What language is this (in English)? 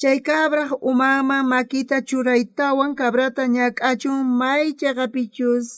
South Bolivian Quechua